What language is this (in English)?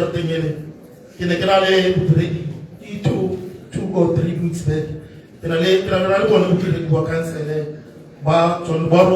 Tswana